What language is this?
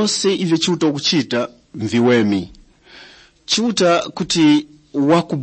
Tumbuka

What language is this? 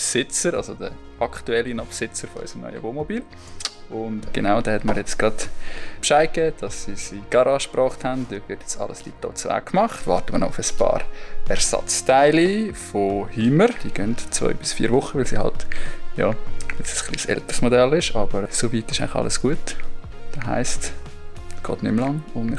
Swiss German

